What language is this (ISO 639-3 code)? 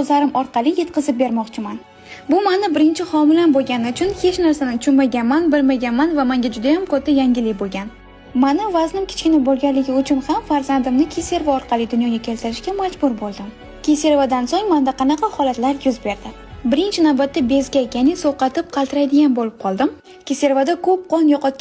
uzb